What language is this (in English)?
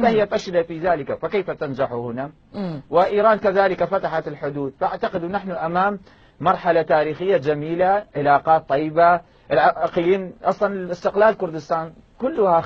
Mesopotamian Arabic